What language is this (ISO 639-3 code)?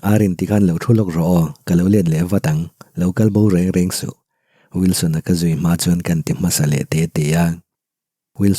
lus